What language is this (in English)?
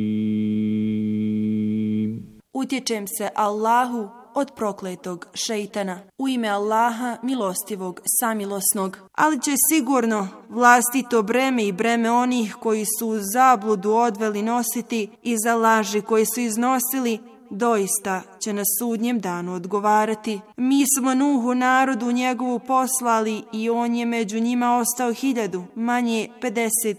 Bosnian